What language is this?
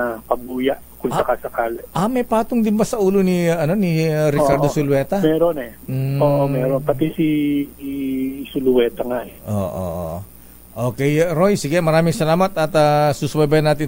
Filipino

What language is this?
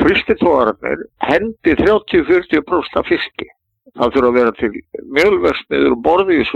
Icelandic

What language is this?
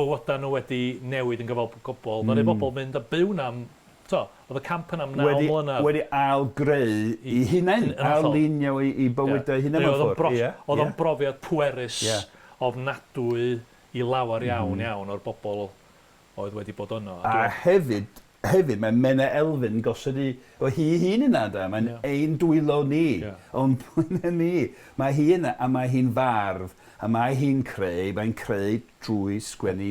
Welsh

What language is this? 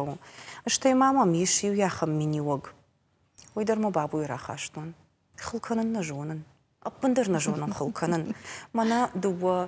Ossetic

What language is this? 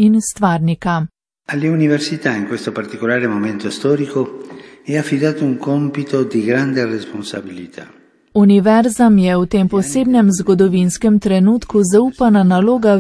Slovenian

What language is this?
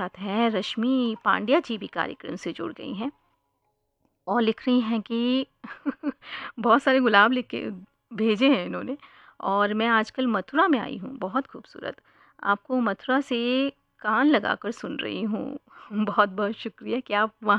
Hindi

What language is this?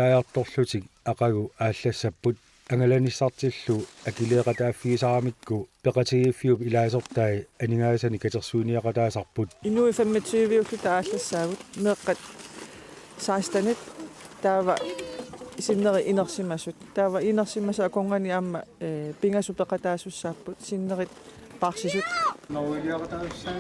Kalaallisut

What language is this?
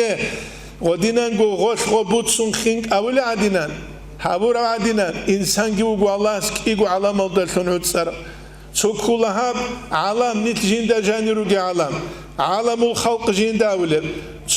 Avaric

